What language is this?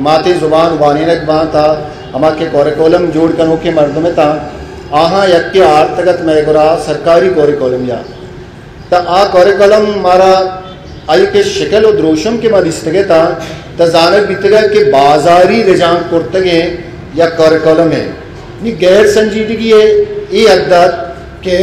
Eastern Balochi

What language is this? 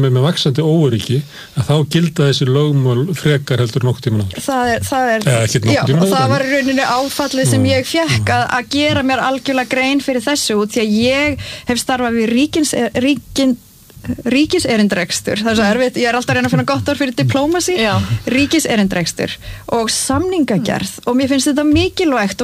Icelandic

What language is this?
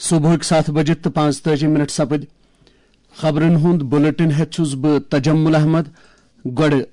Kashmiri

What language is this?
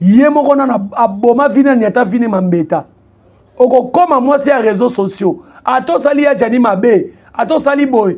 Lingala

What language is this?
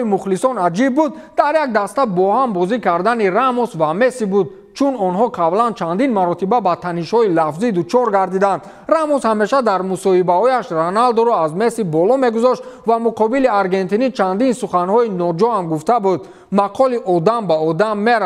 Tajik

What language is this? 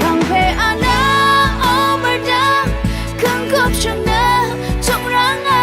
Rawang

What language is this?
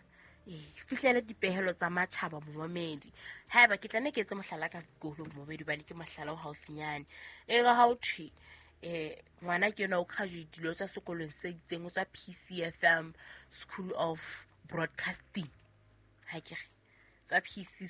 Southern Sotho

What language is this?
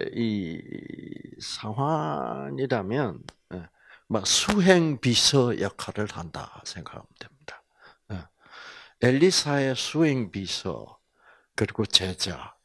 Korean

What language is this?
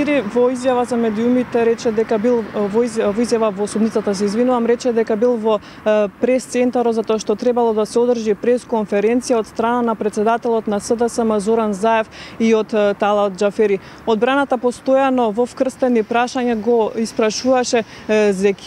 Macedonian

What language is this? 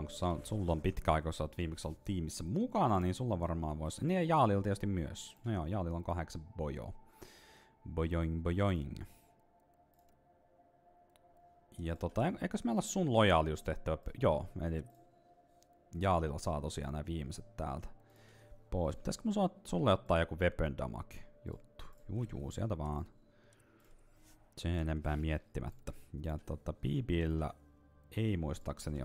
Finnish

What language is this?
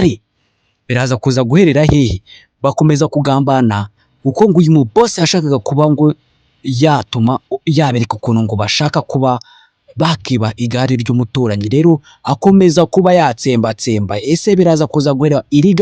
Kinyarwanda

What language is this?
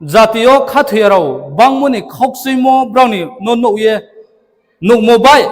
Riang (India)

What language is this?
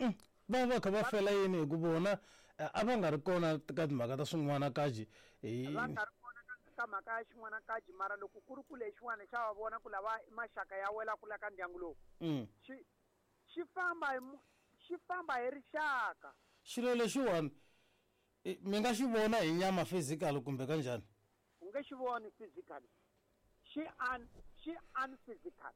Tsonga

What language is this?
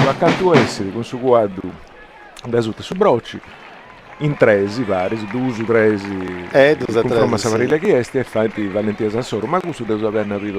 Sardinian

